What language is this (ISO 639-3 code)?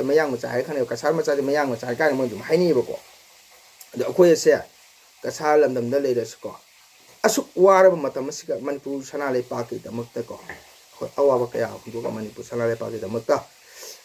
mni